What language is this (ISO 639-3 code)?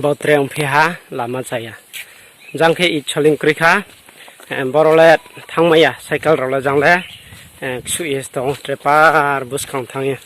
ria